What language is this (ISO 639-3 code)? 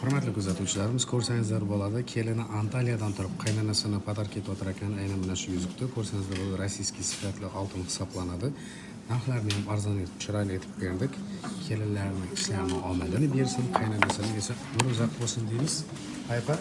uzb